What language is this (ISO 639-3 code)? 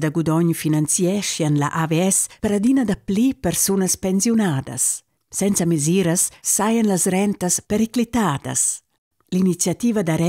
roh